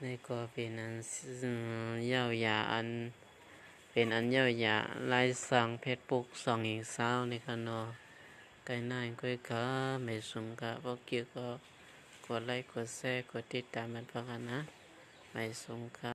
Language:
Shan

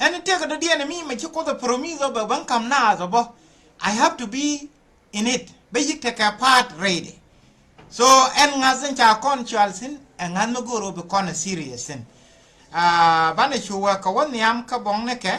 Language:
Nuer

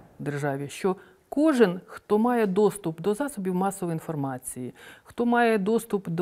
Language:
Ukrainian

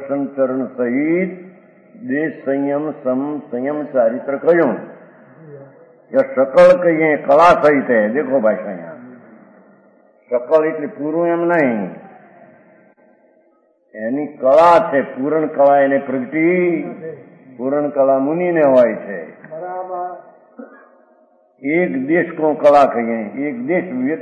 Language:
Gujarati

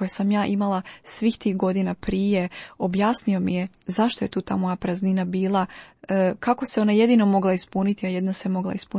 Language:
Croatian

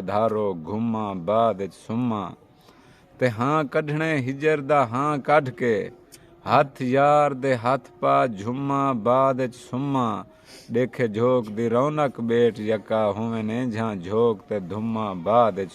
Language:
Saraiki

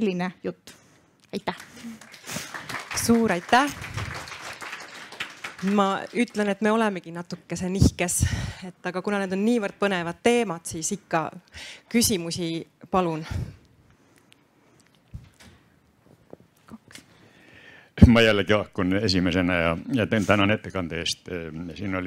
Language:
Estonian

